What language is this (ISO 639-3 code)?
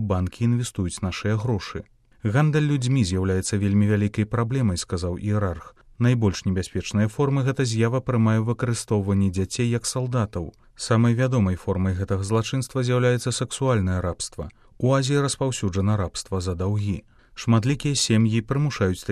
bel